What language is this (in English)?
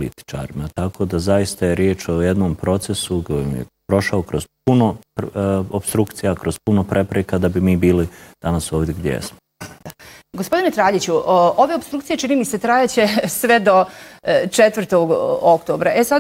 Bosnian